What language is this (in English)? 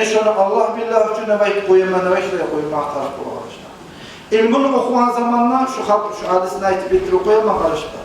Kumyk